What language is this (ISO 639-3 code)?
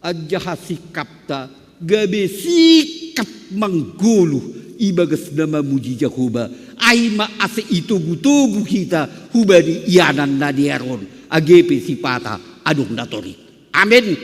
bts